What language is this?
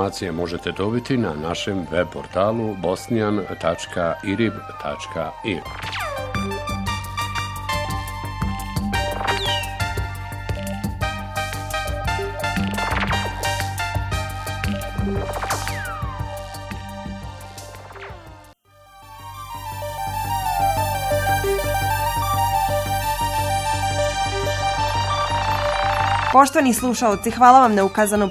Bosnian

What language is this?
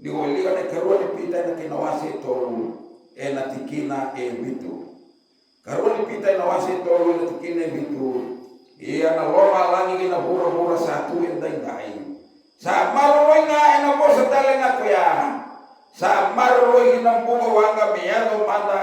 Fijian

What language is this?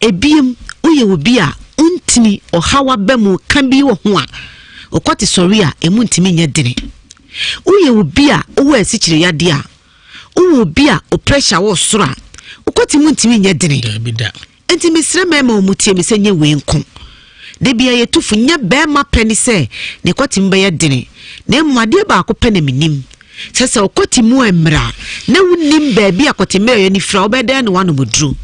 Akan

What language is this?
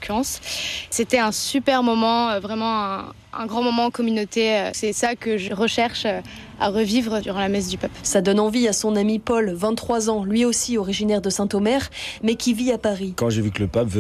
French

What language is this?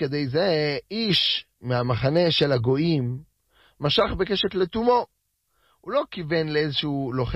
Hebrew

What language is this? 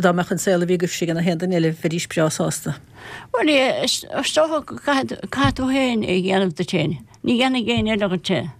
Irish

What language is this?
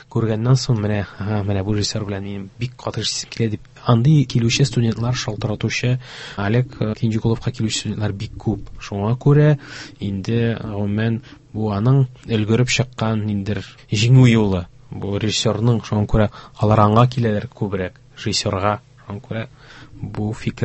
Tatar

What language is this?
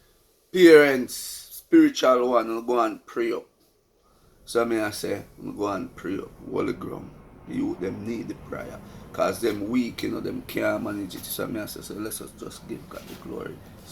Jamaican Creole English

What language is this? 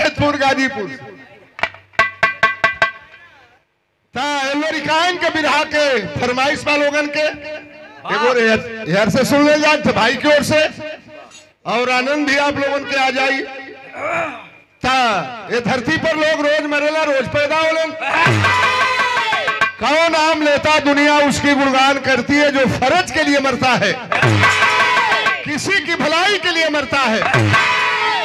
Bhojpuri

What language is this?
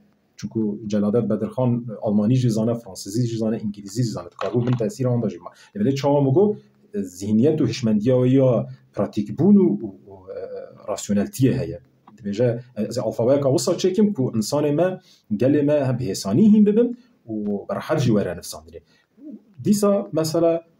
Kurdish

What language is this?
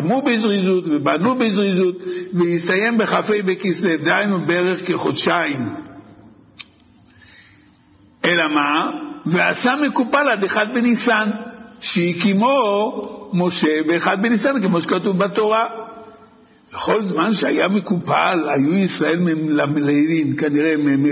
Hebrew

